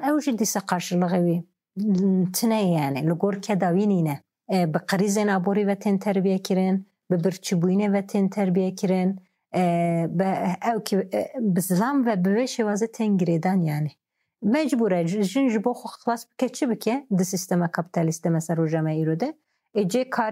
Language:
Kurdish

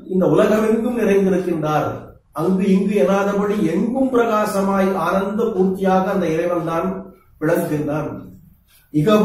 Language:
Tamil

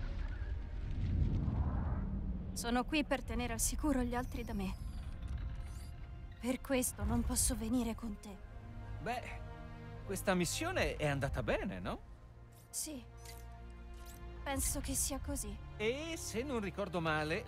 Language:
Italian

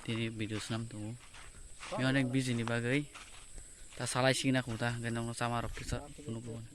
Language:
Kok Borok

